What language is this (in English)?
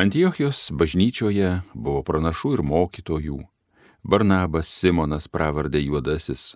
Lithuanian